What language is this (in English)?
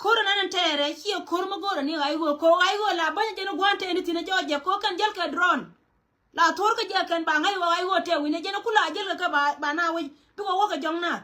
Nuer